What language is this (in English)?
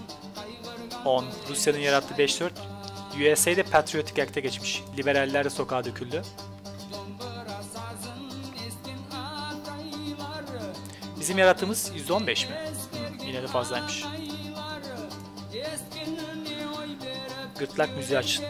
Turkish